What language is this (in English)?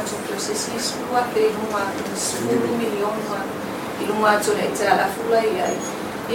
Samoan